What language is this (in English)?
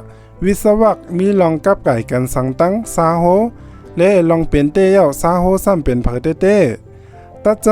Shan